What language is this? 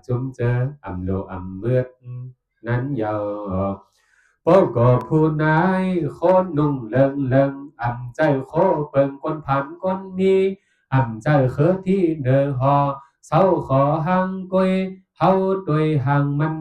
Shan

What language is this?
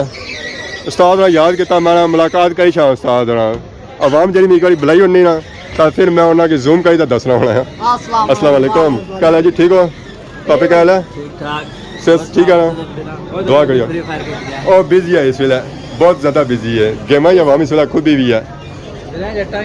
Pahari-Potwari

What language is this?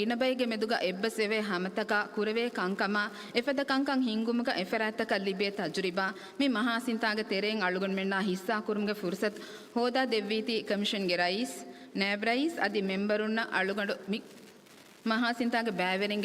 Divehi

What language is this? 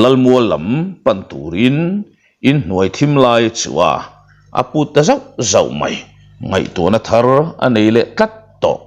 Mizo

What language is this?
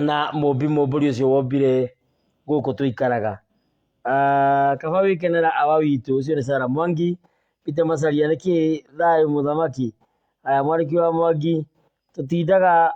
Kikuyu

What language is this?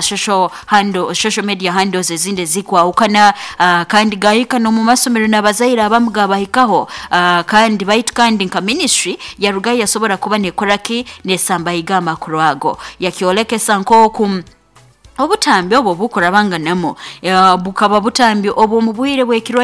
Nyankole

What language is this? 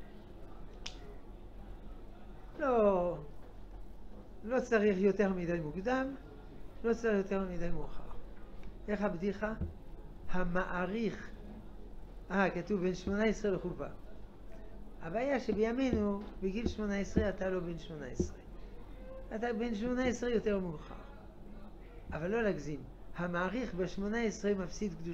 Hebrew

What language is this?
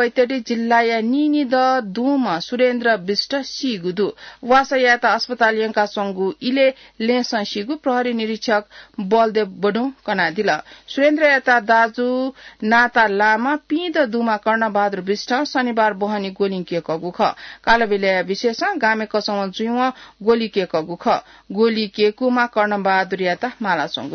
Newari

